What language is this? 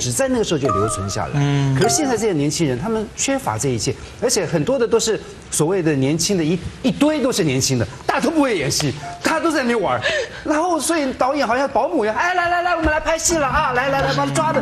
Chinese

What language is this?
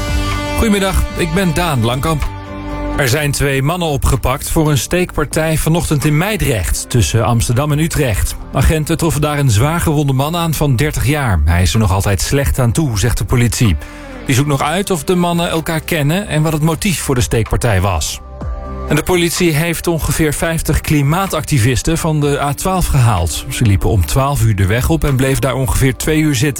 Dutch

